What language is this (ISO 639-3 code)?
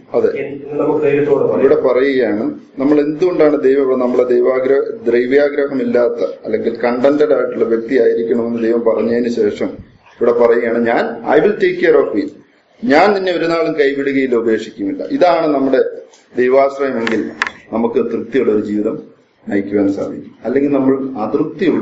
mal